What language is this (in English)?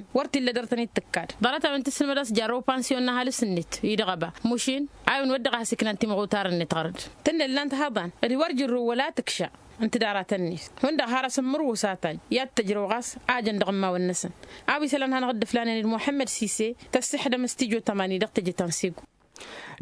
Tamasheq